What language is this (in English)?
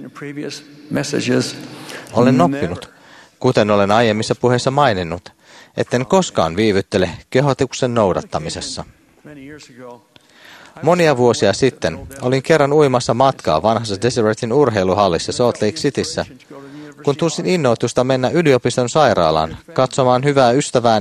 Finnish